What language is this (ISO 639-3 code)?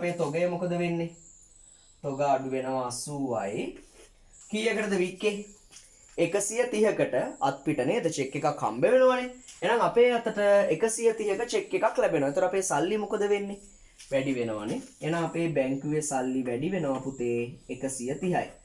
sin